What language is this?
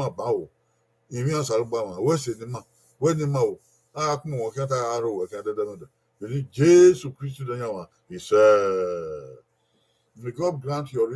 Bini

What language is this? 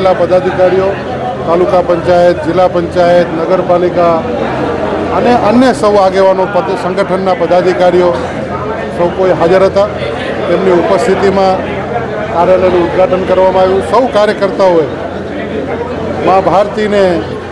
Gujarati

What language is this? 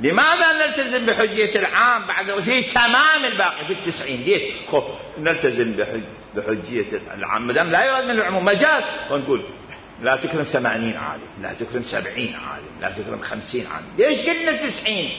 Mesopotamian Arabic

